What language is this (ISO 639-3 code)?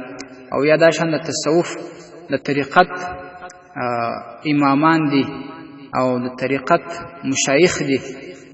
pus